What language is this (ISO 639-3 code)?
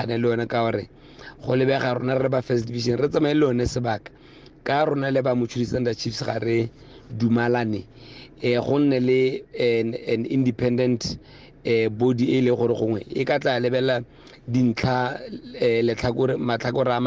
tsn